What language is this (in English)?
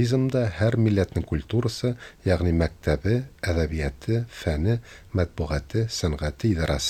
Tatar